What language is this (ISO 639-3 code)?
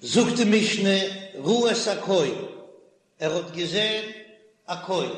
yid